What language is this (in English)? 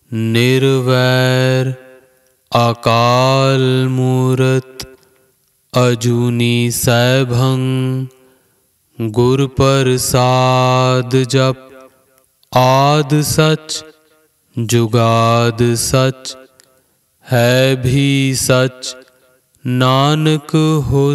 Punjabi